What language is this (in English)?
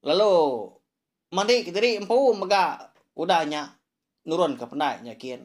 Iban